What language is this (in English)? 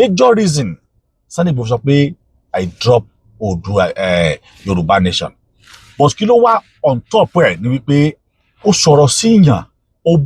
Yoruba